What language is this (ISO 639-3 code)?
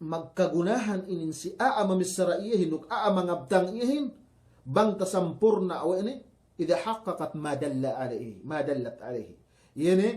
yka